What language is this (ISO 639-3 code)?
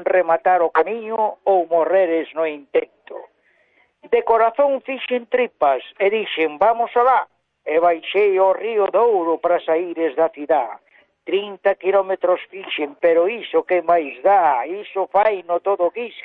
glg